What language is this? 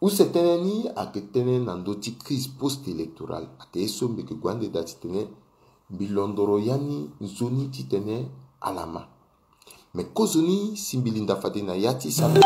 Sango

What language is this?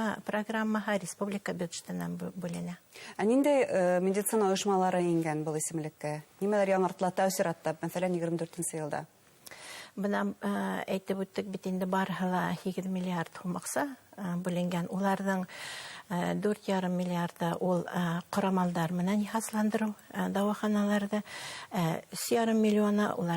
Bashkir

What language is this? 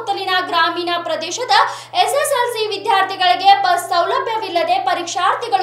Kannada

